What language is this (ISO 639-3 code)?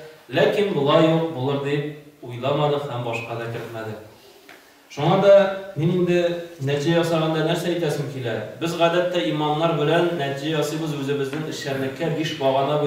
tat